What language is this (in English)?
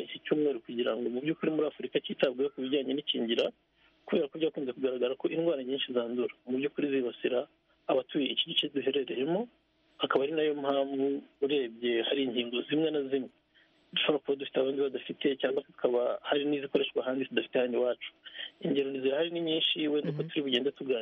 Kinyarwanda